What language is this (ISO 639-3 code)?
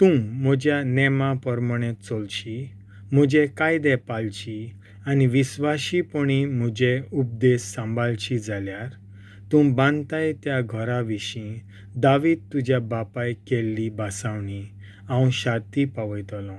kok